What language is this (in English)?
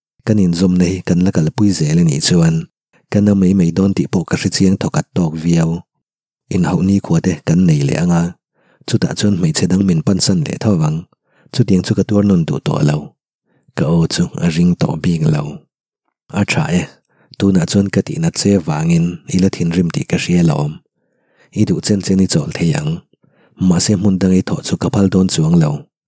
Mizo